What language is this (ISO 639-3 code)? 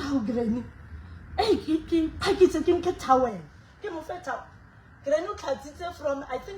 sot